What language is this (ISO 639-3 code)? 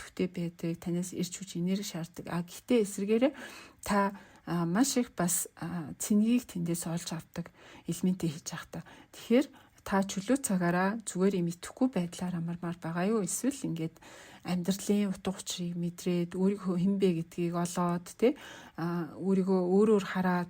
mon